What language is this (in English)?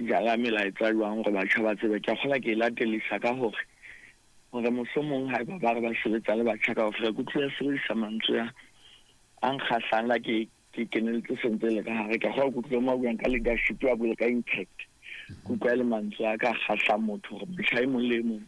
Southern Sotho